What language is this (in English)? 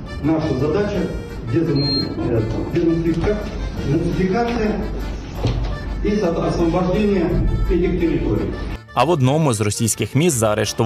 Ukrainian